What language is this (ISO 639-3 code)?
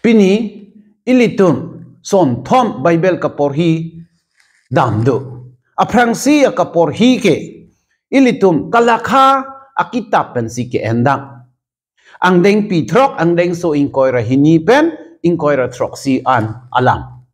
mjw